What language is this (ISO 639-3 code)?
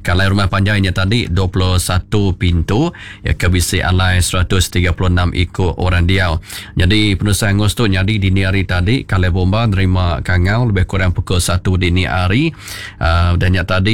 iba